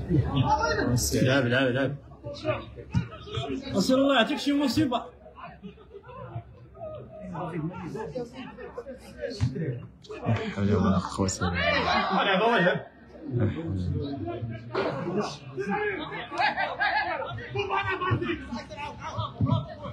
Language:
Moroccan Arabic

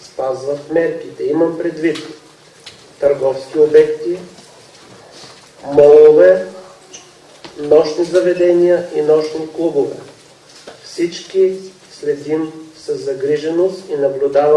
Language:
Bulgarian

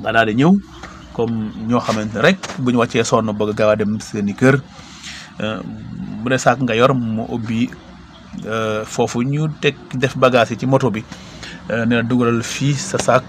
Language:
Wolof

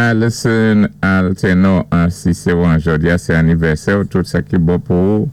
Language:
Saint Lucian Creole French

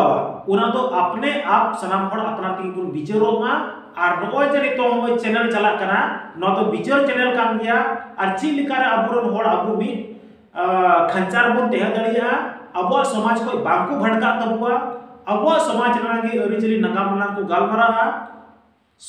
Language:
Santali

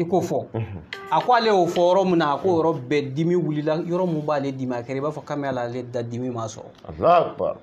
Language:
Bambara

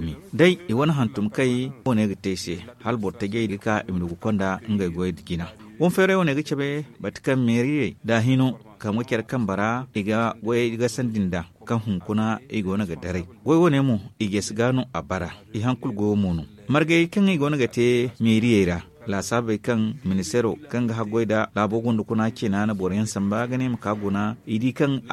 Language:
Zarma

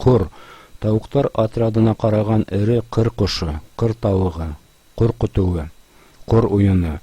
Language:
Bashkir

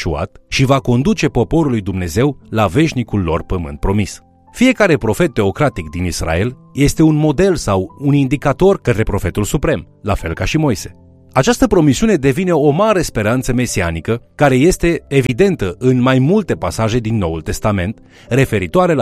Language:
Romanian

